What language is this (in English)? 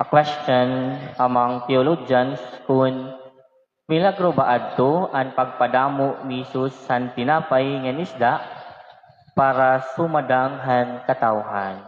Waray